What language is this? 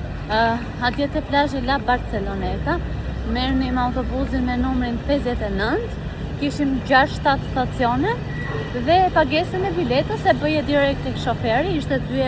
Albanian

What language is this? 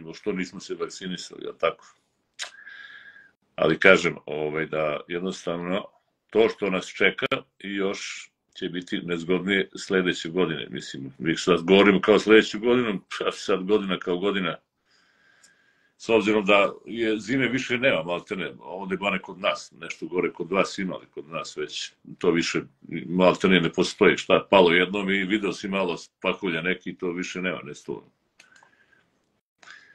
Serbian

